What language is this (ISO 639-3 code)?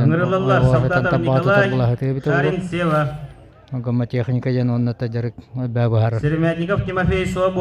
sah